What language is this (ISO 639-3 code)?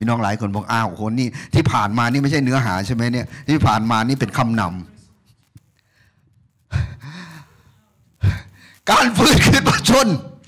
tha